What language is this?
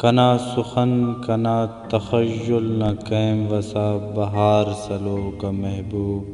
Brahui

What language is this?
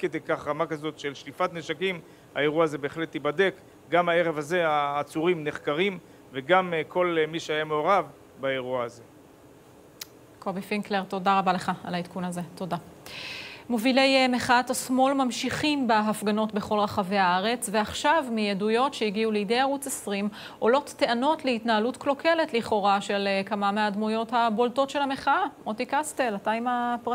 Hebrew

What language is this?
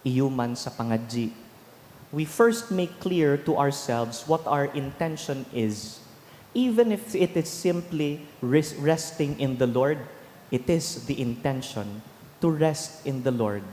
Bikol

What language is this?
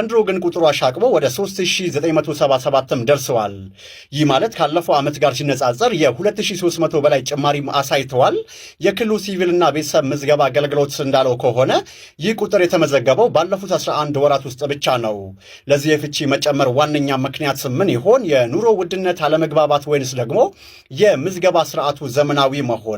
Amharic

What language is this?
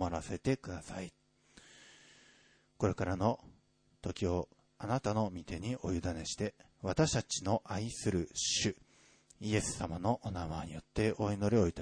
Japanese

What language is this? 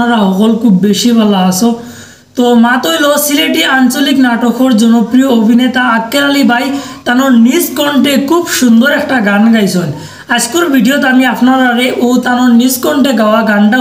Sylheti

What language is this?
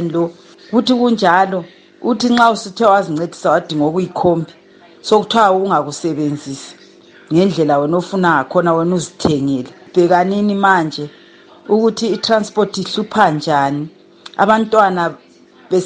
North Ndebele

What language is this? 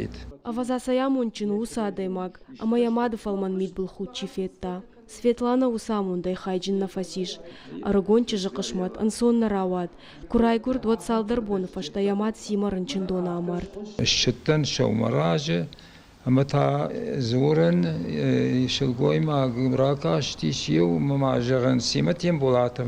Ossetic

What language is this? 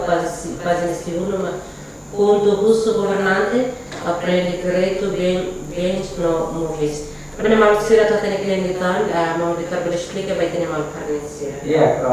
Tetum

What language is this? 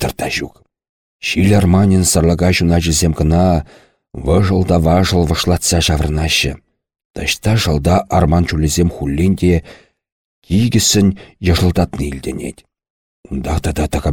Chuvash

